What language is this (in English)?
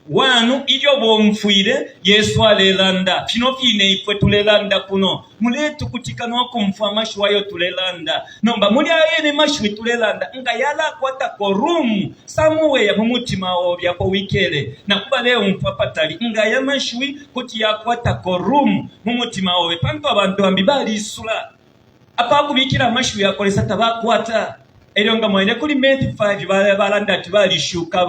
Bemba